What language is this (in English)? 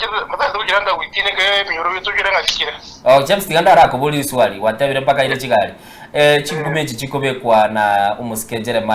Gusii